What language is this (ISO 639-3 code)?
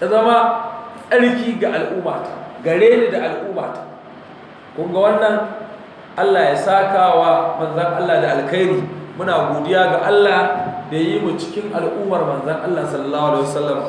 hau